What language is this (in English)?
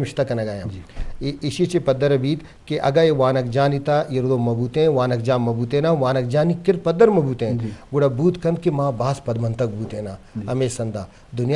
Eastern Balochi